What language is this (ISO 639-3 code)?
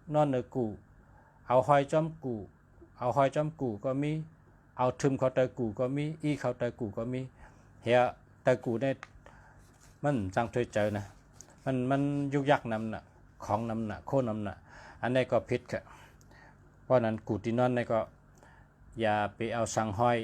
shn